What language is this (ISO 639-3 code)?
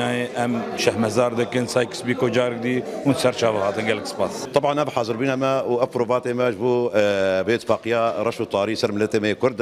kur